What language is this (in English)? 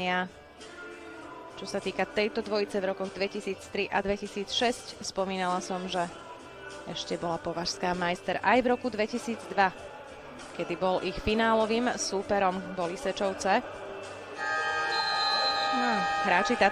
Slovak